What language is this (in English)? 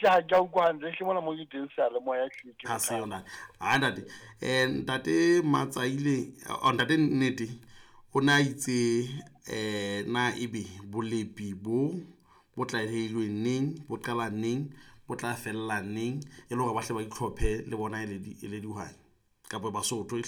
Southern Sotho